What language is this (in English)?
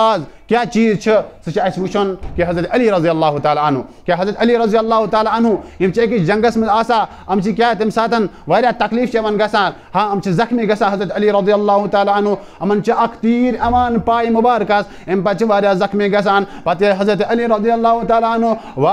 Kashmiri